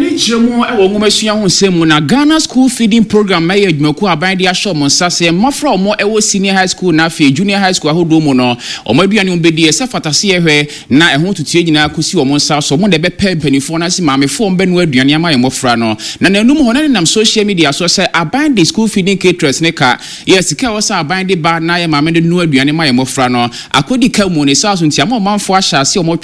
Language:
Akan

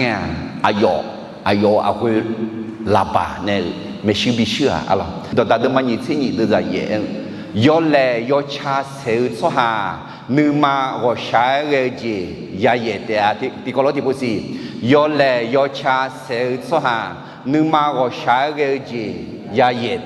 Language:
Akha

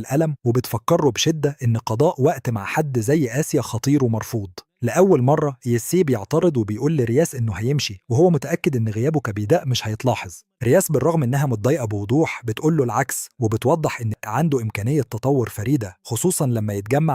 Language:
Egyptian Arabic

